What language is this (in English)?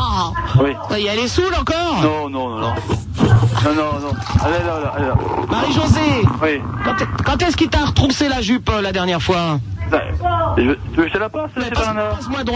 French